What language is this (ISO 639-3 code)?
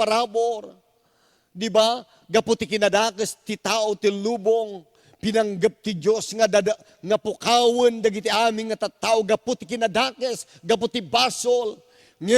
ilo